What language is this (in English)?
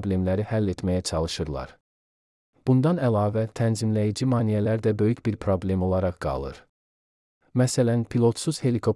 Azerbaijani